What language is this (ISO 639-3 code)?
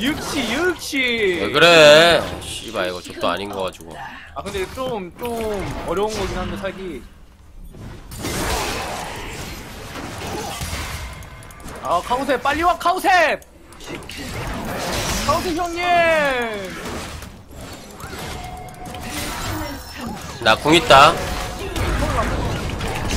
kor